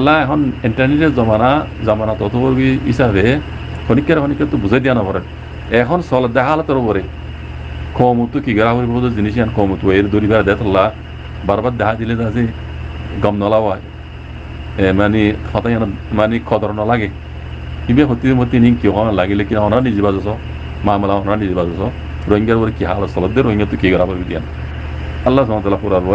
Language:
Rohingya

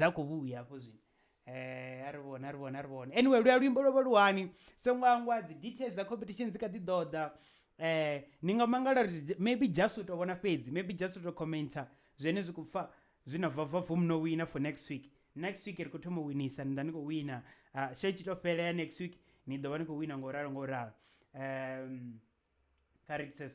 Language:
Venda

